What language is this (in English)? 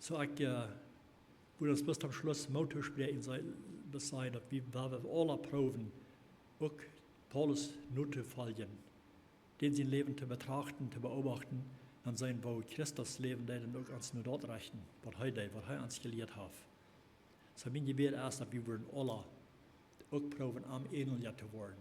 Plautdietsch